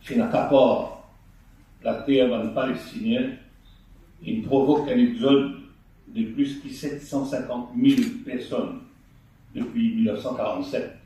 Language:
Morisyen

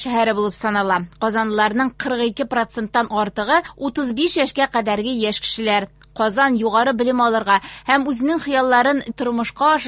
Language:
Tatar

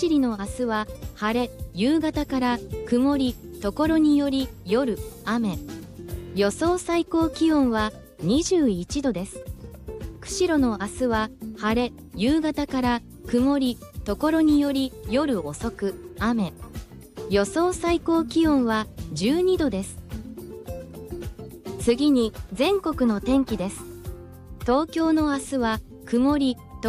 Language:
Japanese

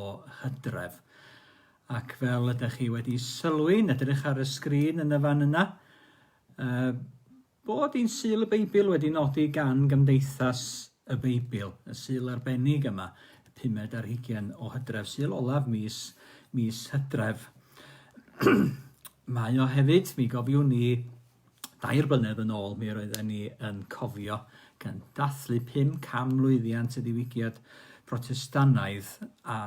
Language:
Welsh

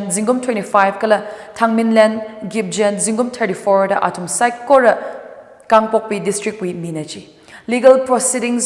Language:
Tangkhul Naga (India)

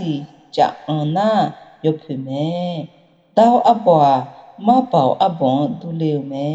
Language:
Akha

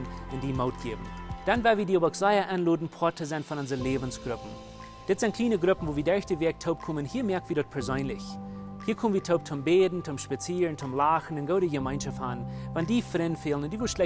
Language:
Plautdietsch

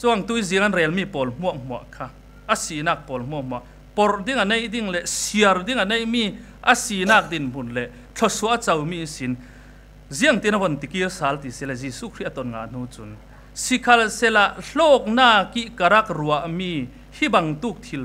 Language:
Falam Chin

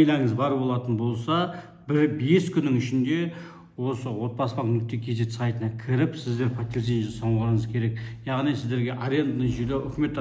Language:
Kazakh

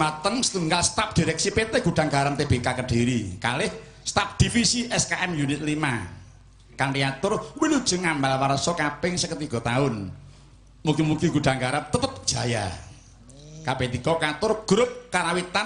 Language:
Javanese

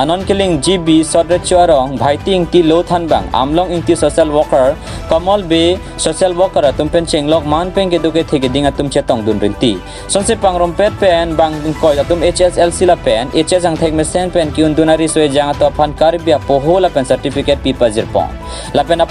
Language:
Karbi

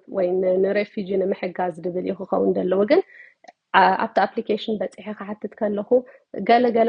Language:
Tigrinya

